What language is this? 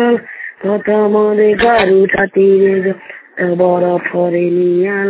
Odia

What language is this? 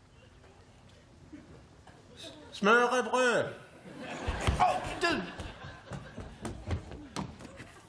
Swedish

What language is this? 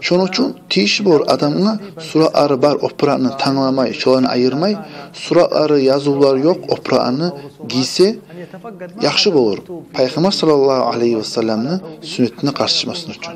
Kumyk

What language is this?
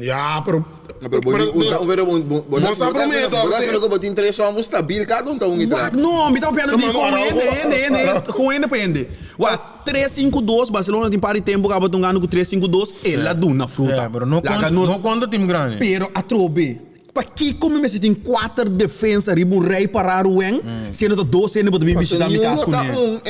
Papiamento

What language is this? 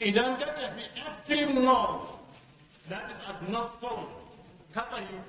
Hausa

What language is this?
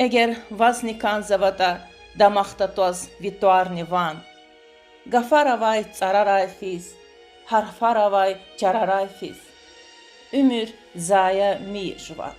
Lezghian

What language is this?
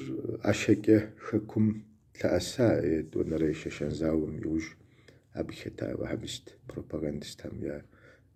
Kabardian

